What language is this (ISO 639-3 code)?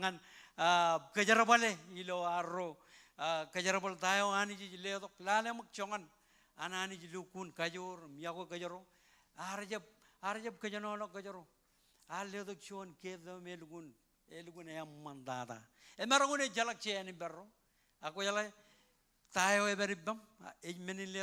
mah